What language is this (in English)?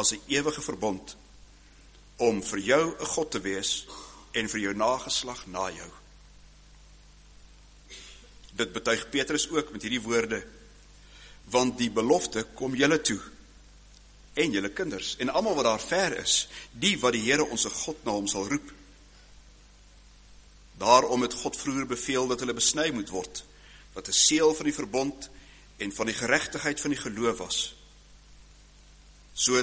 Afrikaans